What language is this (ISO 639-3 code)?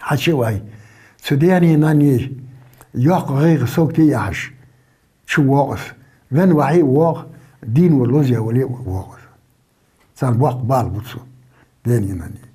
inh